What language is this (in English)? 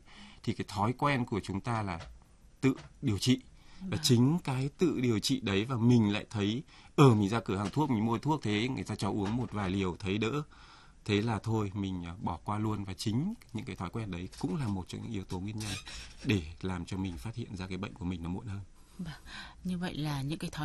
Vietnamese